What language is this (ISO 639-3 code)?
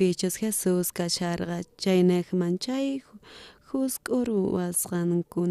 quh